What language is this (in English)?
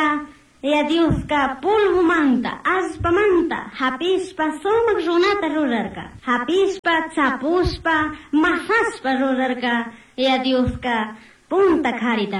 Chimborazo Highland Quichua